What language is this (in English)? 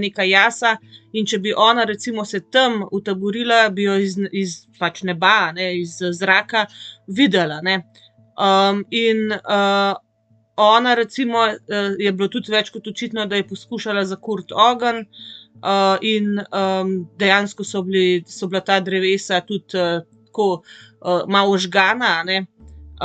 Slovenian